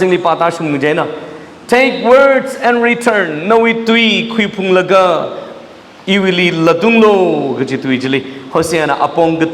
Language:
Tangkhul Naga (India)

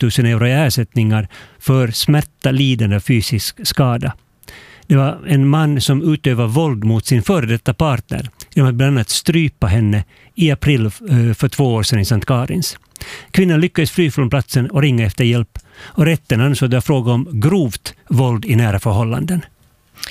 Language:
Swedish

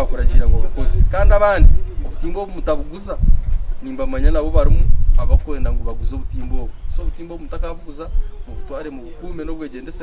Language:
Nyankole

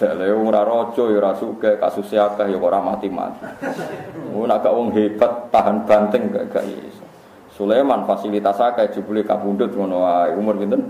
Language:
Javanese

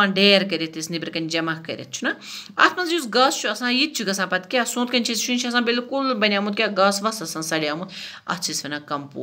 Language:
Kashmiri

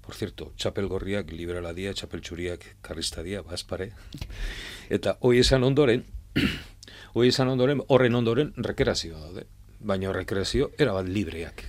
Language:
Basque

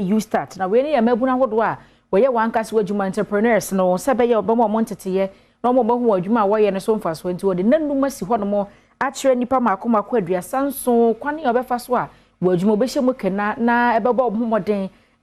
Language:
Akan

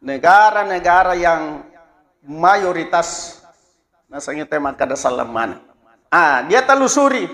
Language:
Buginese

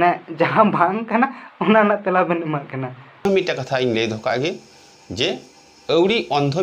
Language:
Santali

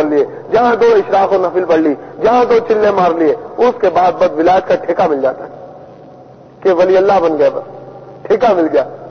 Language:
Urdu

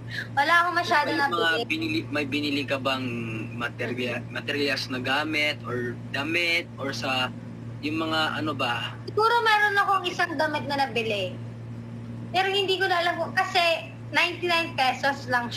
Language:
Filipino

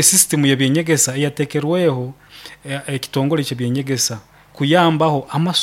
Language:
Nyankole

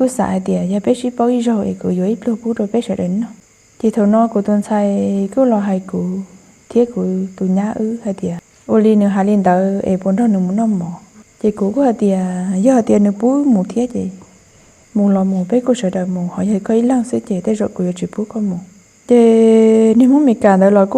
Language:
Hmong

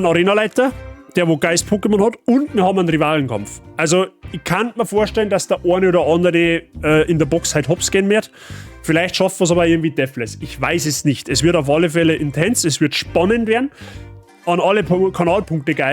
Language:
Bavarian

